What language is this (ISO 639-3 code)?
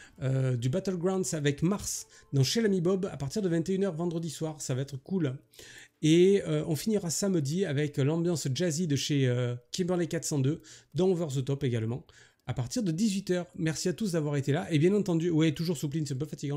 fra